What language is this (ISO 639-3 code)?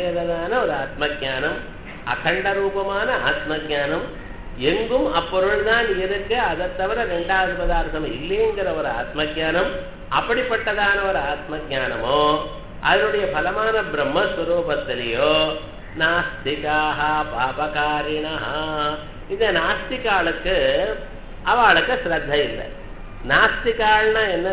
tam